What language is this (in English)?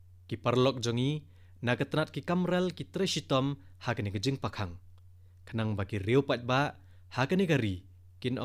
Khasi